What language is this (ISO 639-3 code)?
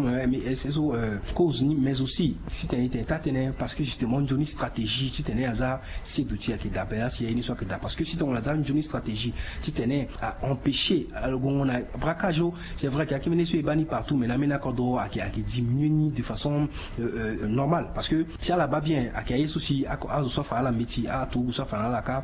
sag